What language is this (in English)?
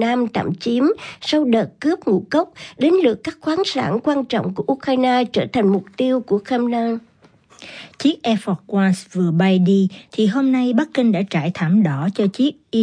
Vietnamese